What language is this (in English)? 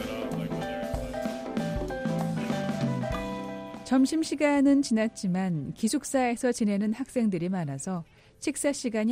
Korean